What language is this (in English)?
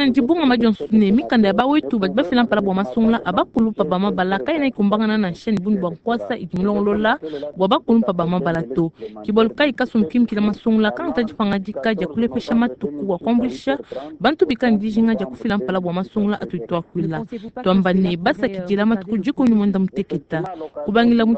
Luba-Lulua